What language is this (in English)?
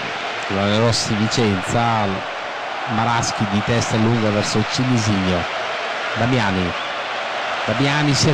Italian